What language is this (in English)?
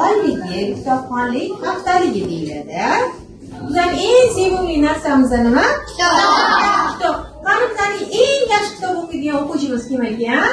Uzbek